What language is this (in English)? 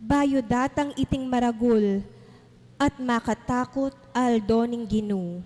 Pampanga